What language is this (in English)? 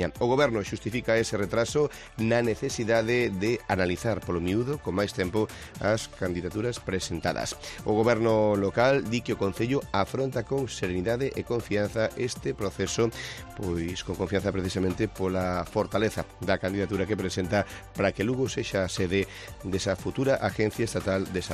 Galician